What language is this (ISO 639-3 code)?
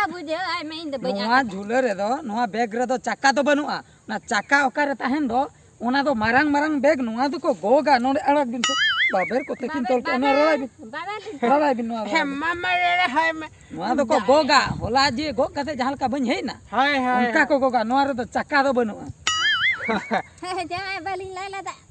sat